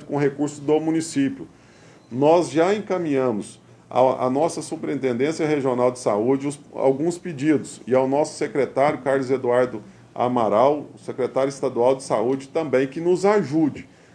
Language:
Portuguese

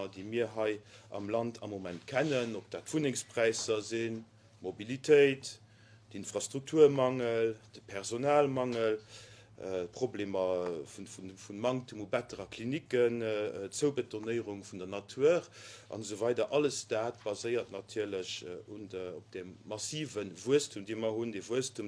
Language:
Luxembourgish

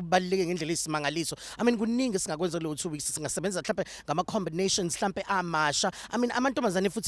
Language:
Zulu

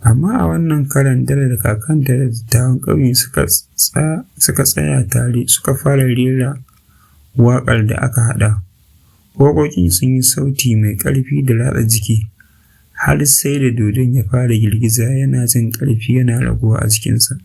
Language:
Hausa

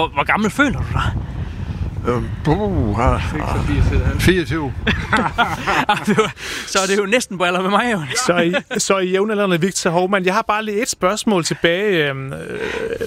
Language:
Danish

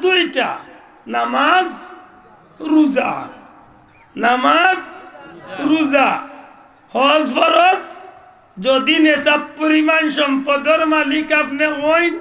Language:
Sylheti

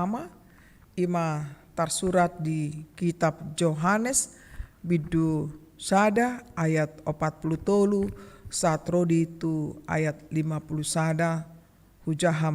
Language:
Batak Toba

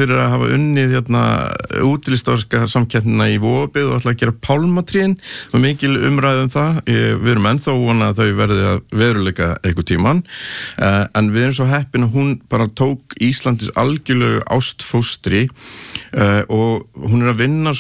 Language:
Icelandic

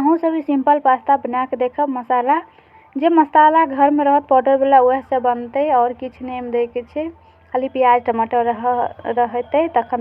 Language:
Maithili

